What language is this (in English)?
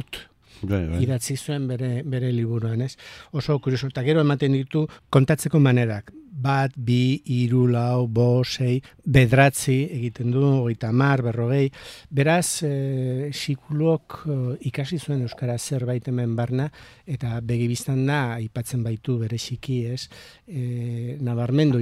Basque